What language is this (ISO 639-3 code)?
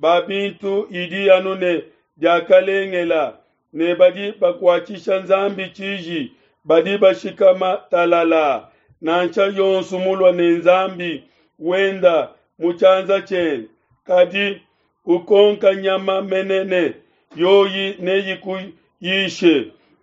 lua